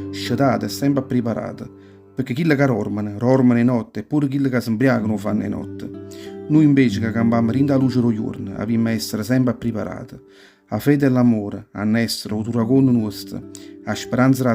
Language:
Neapolitan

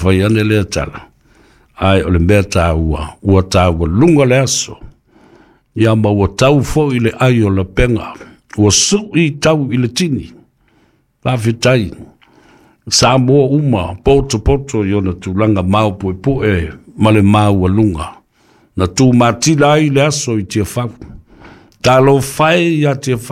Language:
Samoan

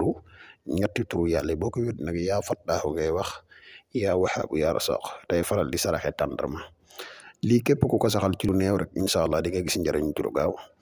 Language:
Wolof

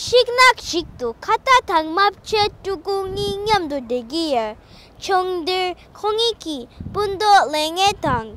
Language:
Tibetan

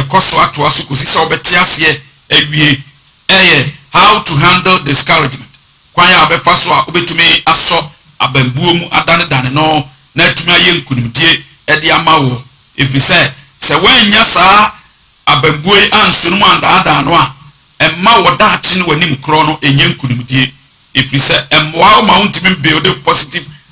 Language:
Akan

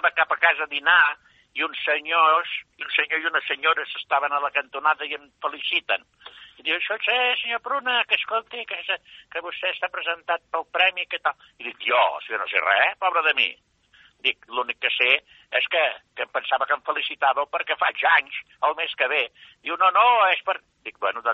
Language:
Catalan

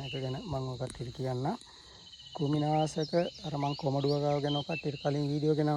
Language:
Sinhala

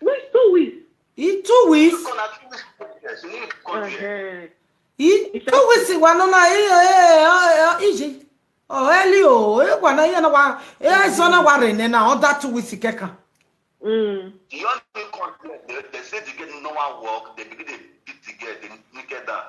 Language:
Nigerian Pidgin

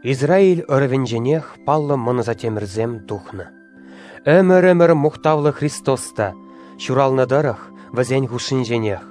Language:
Chuvash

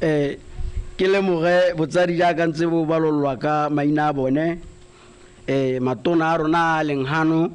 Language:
Tswana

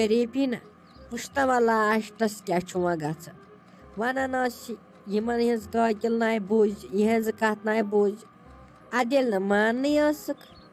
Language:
Kashmiri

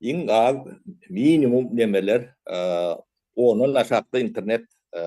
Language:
Turkmen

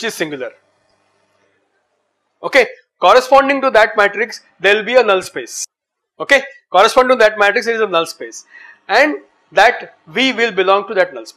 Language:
English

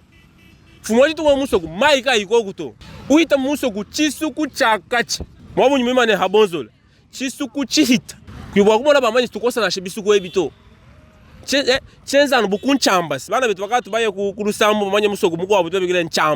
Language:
Luba-Lulua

